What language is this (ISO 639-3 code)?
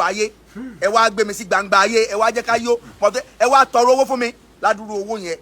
yor